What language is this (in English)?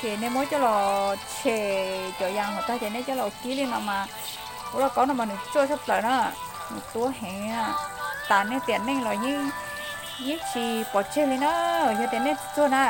Hmong